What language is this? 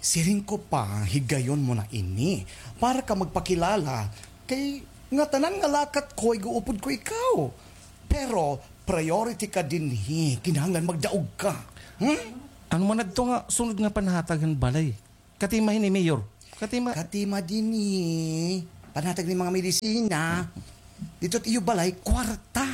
Waray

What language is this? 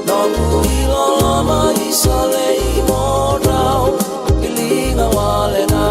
Fijian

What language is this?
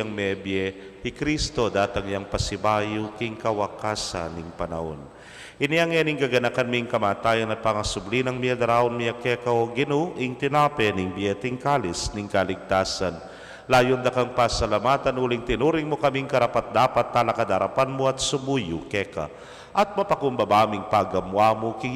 Pampanga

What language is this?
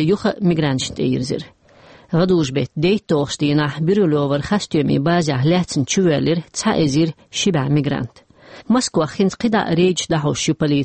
Chechen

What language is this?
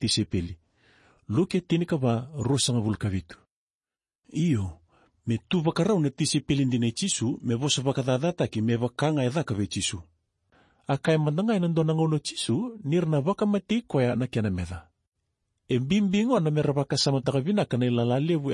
Fijian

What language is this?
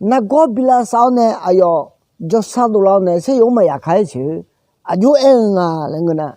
Akha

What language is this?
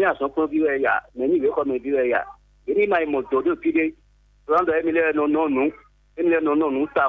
Fon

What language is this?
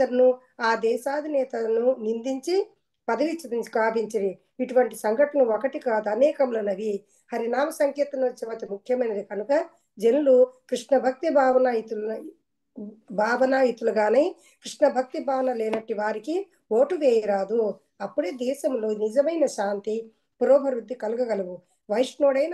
Telugu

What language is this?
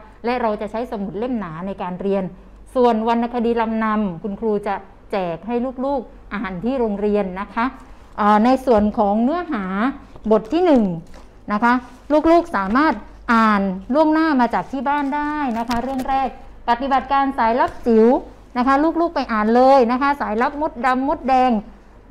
Thai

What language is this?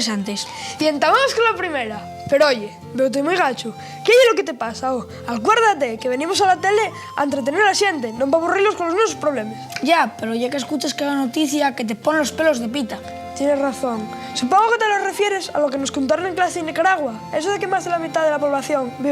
Asturian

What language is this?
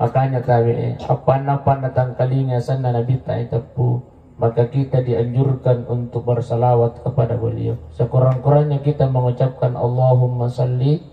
Buginese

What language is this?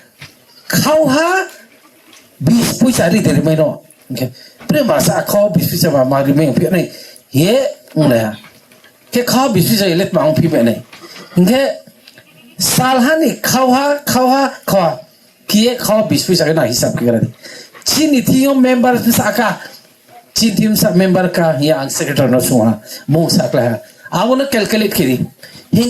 Riang (India)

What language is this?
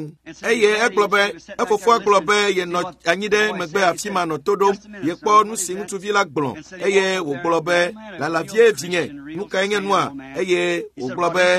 Ewe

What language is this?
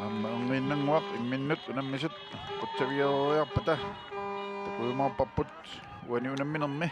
Kalaallisut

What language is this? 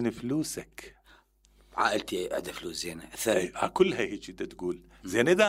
Mesopotamian Arabic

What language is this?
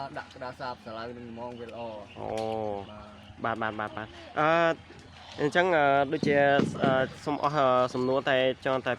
Khmer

